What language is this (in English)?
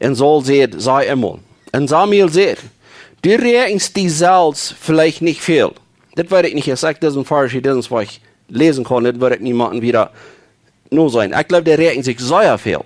Plautdietsch